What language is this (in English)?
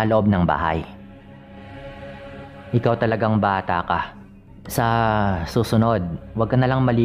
Filipino